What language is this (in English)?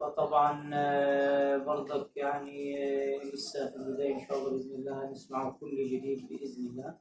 Egyptian Arabic